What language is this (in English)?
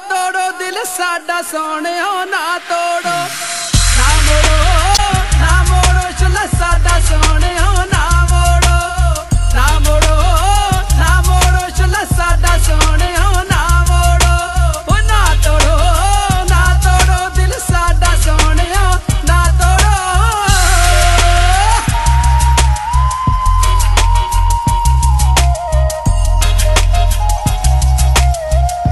Punjabi